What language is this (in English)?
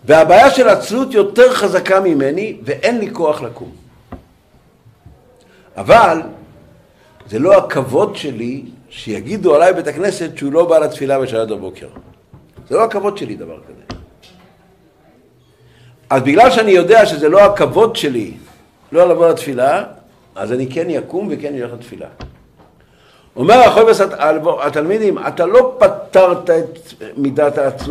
Hebrew